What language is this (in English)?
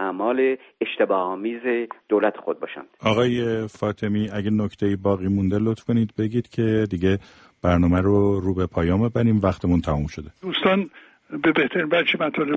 Persian